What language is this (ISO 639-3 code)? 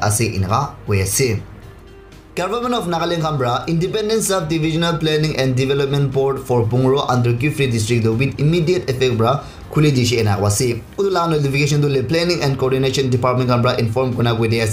nag